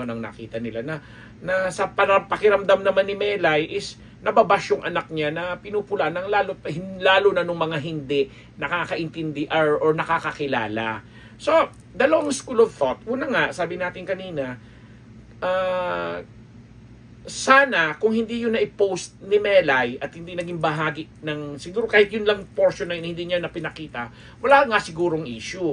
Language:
Filipino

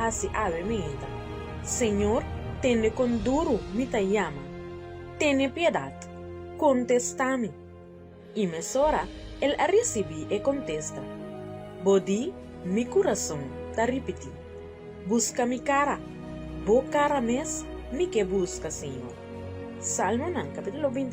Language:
Papiamento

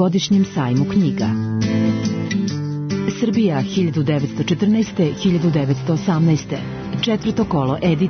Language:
Serbian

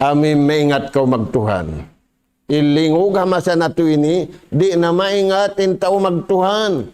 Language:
Tausug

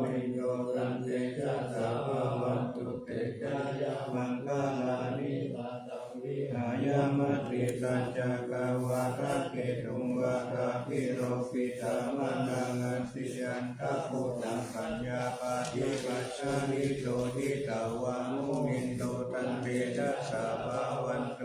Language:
Pali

